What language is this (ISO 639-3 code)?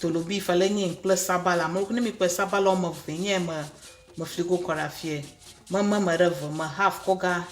ewe